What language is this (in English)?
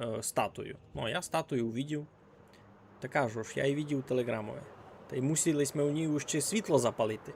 Rusyn